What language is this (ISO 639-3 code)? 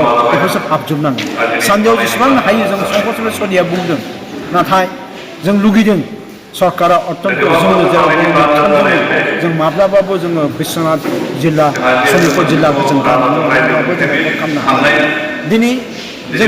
brx